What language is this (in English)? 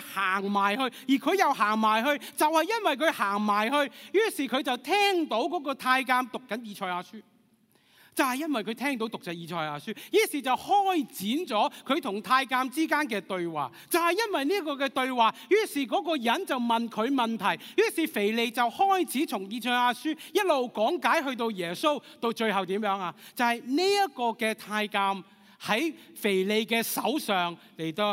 Cantonese